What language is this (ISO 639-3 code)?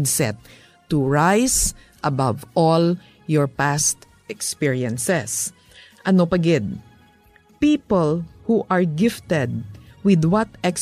hil